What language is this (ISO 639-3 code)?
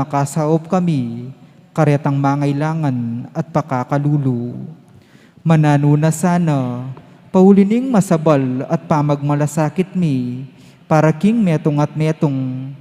pam